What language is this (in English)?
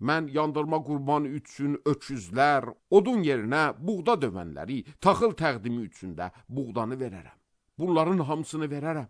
Azerbaijani